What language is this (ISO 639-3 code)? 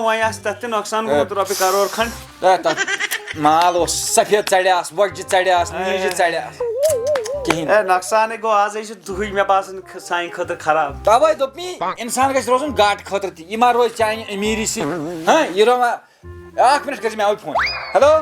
kas